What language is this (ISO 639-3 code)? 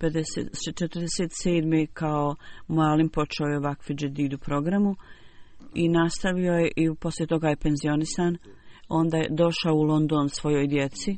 bos